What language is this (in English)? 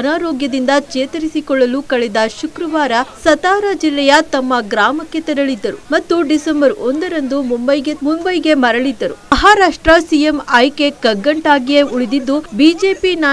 Kannada